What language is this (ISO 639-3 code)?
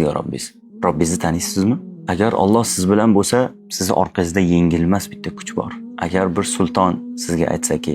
uzb